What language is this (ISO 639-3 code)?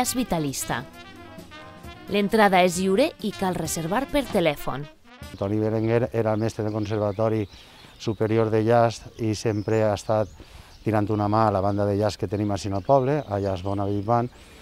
cat